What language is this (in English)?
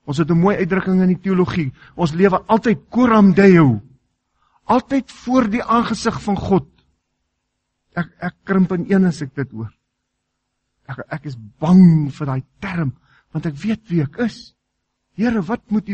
Afrikaans